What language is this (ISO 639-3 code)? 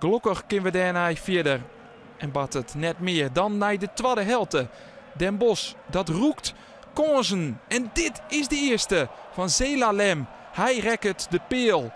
fry